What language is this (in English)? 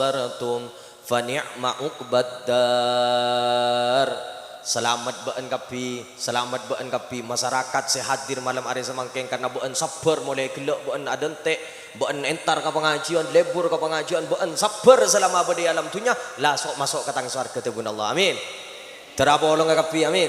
Madurese